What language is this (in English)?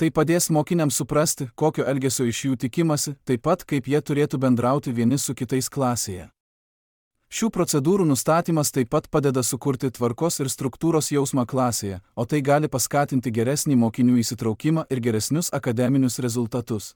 Lithuanian